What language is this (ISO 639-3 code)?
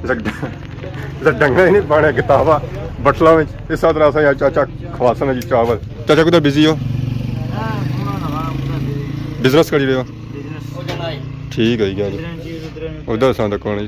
phr